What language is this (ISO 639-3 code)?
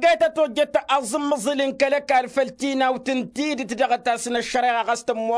taq